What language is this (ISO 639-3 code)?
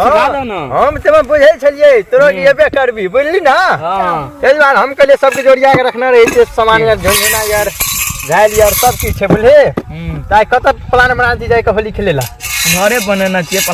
mai